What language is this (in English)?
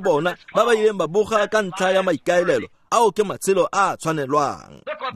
Tswana